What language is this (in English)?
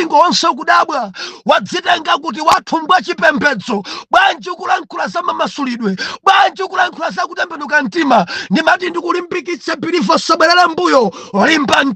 Nyanja